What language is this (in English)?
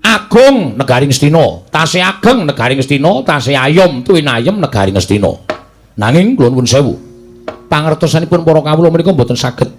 Javanese